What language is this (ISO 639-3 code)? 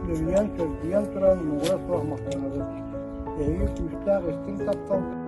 sah